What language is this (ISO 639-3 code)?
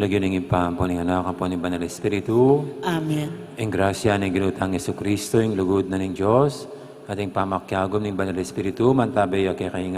pam